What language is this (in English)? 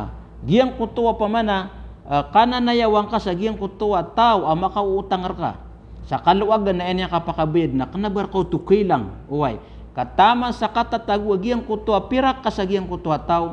Maranao